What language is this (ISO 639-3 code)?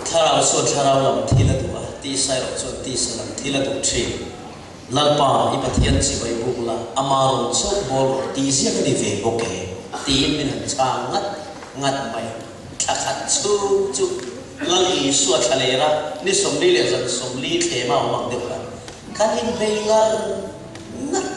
lus